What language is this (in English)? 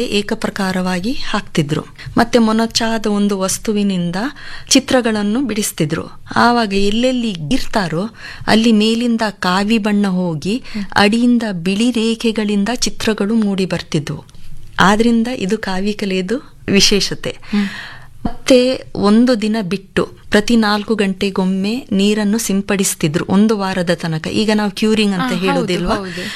Kannada